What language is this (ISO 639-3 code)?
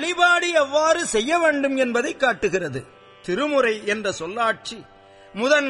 tam